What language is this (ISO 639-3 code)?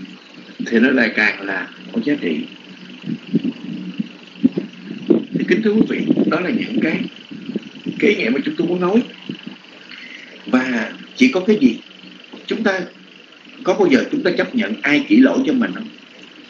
vie